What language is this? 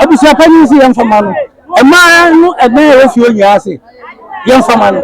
Akan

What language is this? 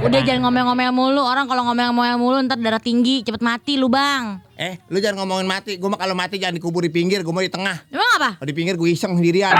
Betawi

